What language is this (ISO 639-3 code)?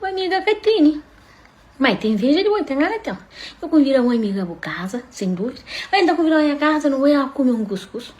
kea